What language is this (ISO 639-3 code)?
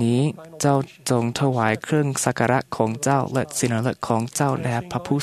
tha